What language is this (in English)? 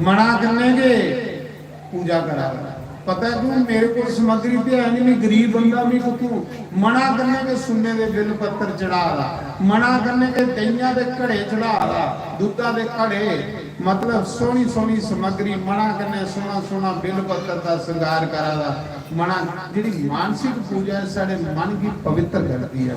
Dogri